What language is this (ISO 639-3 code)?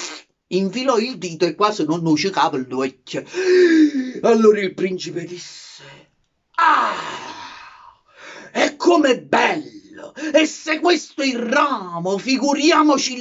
nap